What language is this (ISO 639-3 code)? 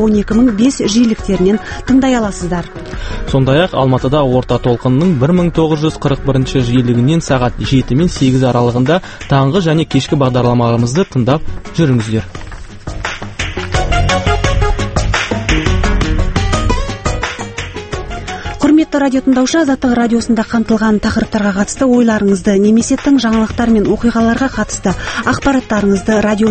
kaz